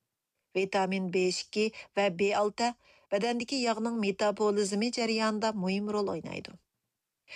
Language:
Uyghur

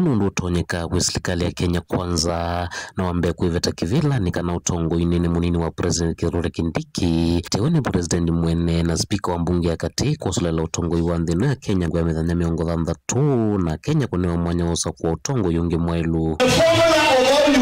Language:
Kamba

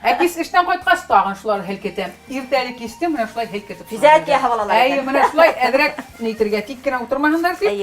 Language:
Bashkir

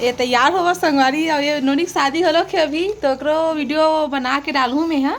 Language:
Chhattisgarhi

